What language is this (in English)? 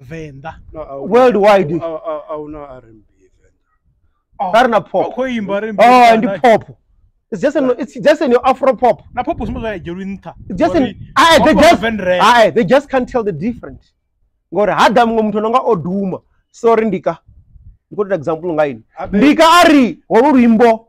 Venda